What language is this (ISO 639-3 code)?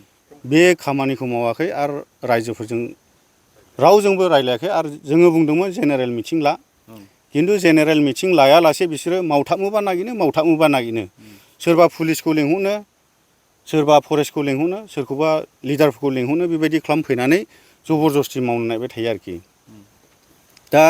brx